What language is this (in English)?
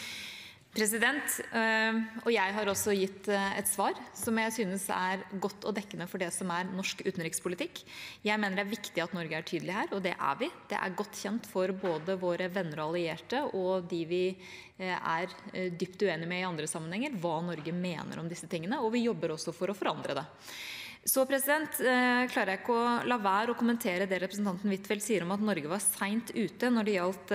Norwegian